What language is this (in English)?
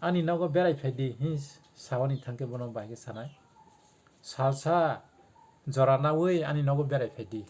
Kok Borok